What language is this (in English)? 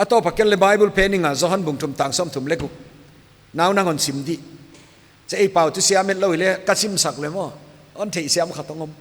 Paite Chin